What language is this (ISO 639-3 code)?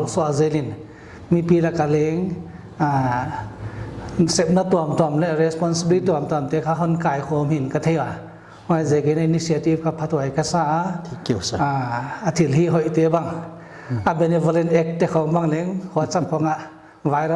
pck